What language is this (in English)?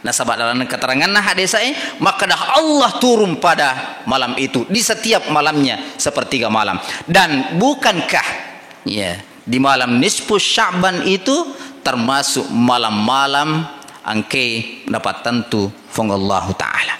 Buginese